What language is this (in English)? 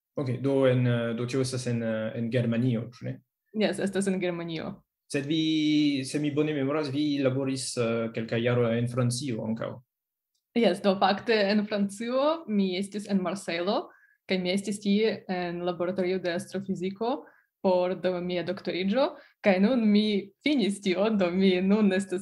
Esperanto